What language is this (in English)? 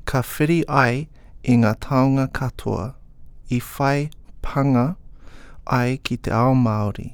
Māori